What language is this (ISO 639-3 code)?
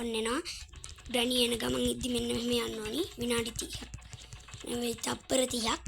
sin